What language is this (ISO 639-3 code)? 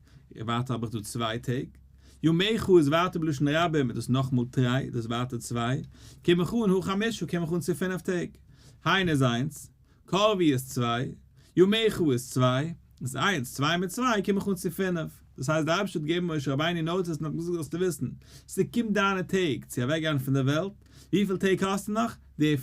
yid